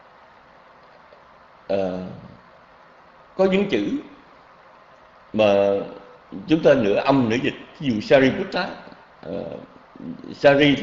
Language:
Vietnamese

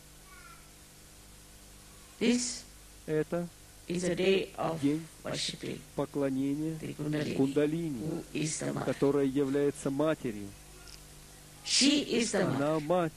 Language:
Russian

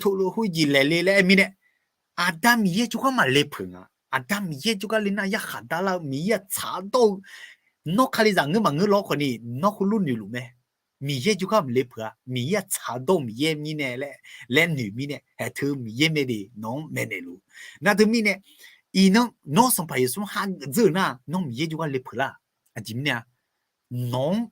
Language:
Akha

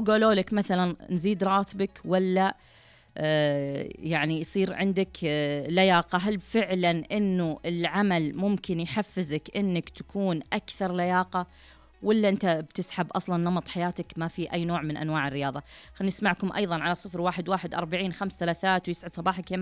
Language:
Najdi Arabic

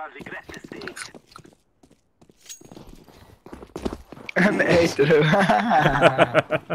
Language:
Swiss German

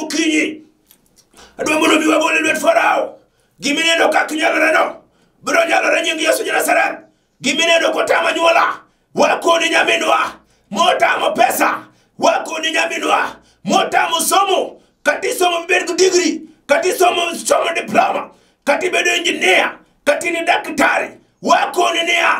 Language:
Luo (Kenya and Tanzania)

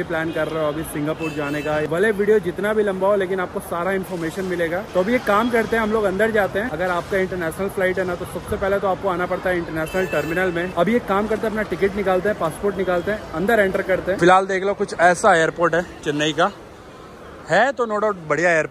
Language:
Hindi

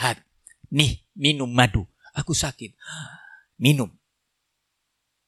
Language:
Indonesian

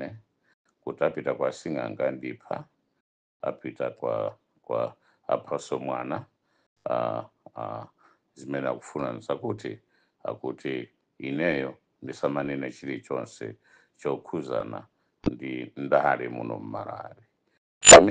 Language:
Nyanja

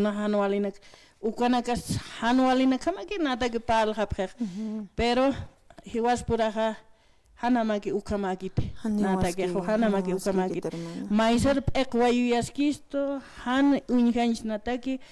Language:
Aymara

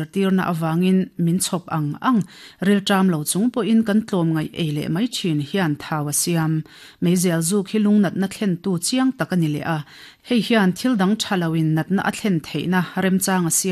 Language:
Mizo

